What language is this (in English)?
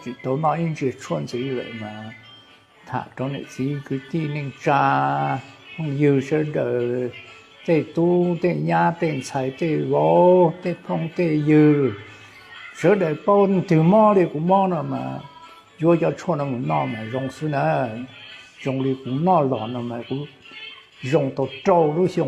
Hmong